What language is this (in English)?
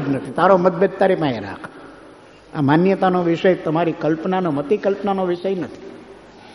Gujarati